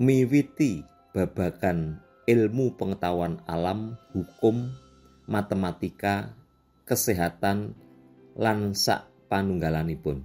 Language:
Javanese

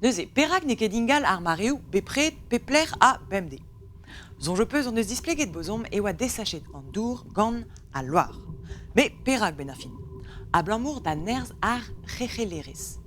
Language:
Breton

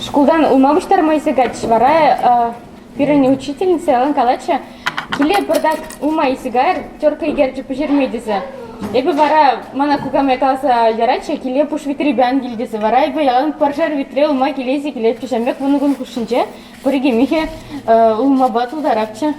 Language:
Chuvash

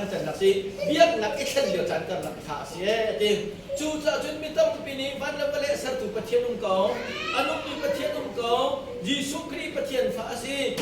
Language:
Hakha Chin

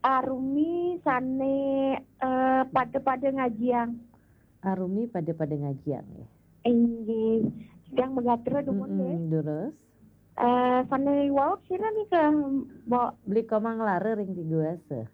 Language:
Balinese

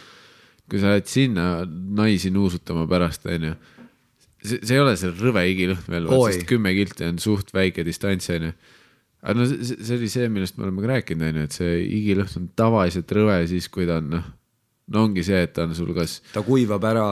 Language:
Estonian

